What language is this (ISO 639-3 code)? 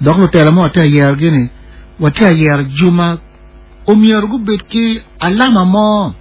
ach